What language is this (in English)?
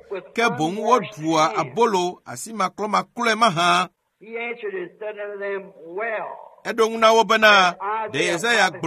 Ewe